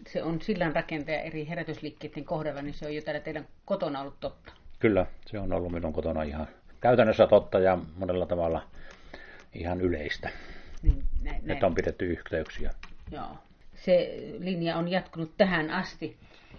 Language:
Finnish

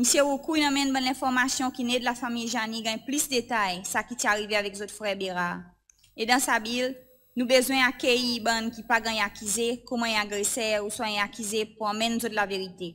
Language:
Seselwa Creole French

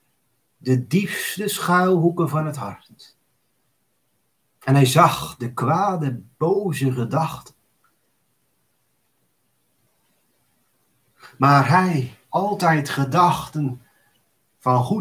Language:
Dutch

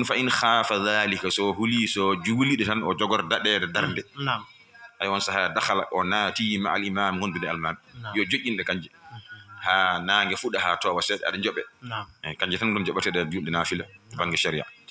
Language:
Fula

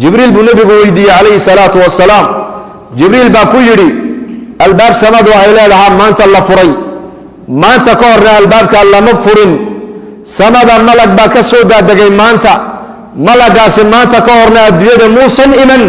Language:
Somali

